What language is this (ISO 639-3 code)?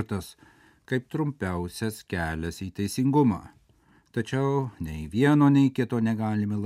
lit